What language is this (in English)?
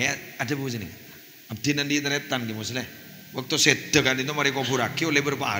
Madurese